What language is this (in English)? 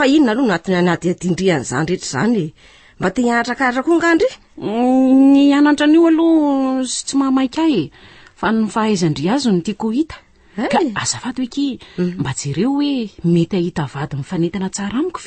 Malagasy